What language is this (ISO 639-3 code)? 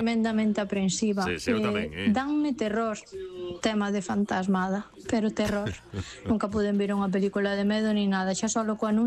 glg